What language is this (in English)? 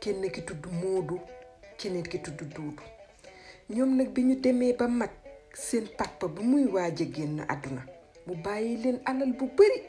Wolof